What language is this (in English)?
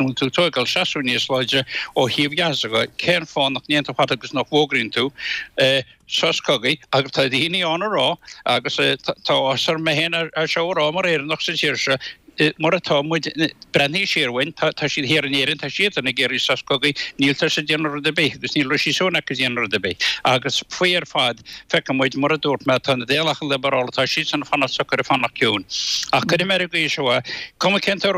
Irish